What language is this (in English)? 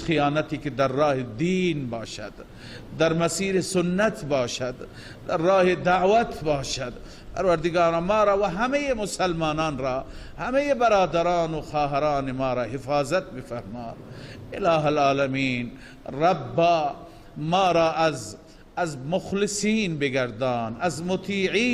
Persian